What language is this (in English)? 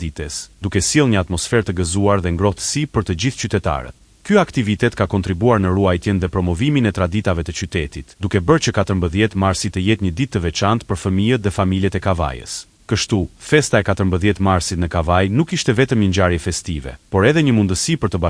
Albanian